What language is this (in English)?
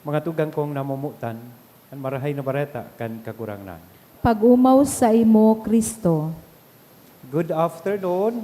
Bikol